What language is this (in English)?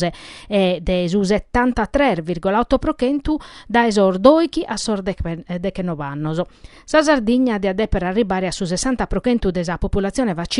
Sardinian